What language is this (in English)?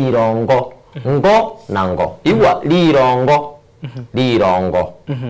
Gusii